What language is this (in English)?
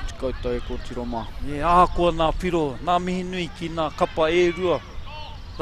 Māori